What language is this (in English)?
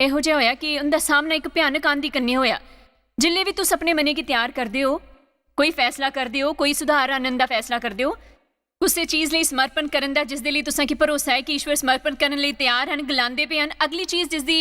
Dogri